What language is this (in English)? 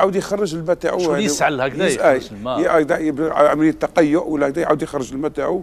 Algerian Arabic